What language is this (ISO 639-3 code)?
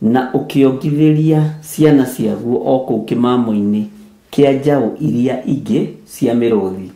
kik